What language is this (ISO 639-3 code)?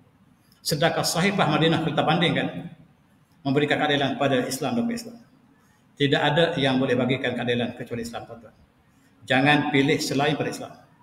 msa